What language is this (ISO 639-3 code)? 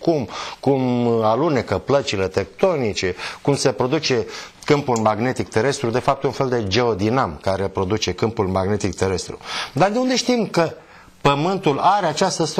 ron